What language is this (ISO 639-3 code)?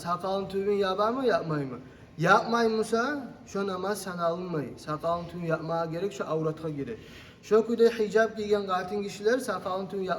kum